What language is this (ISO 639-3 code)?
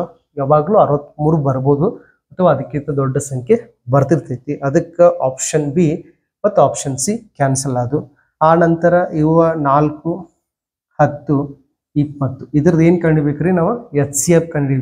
kan